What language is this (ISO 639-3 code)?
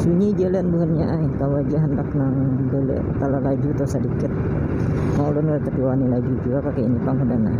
bjn